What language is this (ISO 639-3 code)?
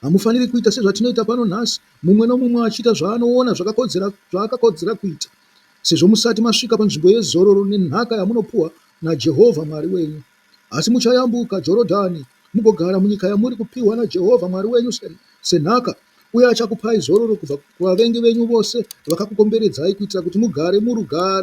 sna